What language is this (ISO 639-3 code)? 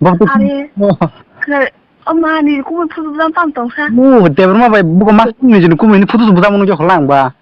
trp